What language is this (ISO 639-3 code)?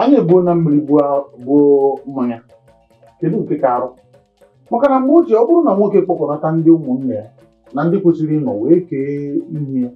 ibo